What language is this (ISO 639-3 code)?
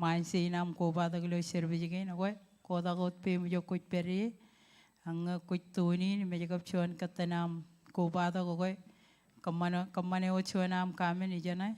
mah